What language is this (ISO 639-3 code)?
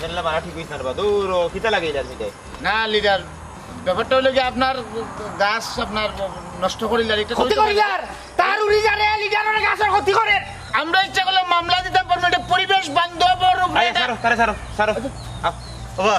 syl